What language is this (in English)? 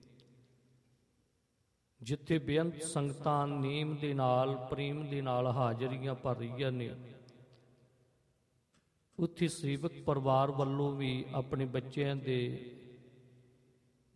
Punjabi